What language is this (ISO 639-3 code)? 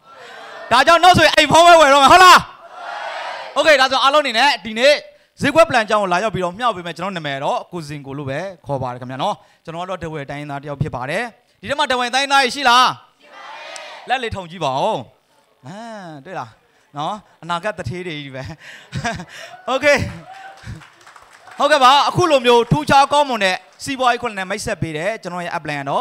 mya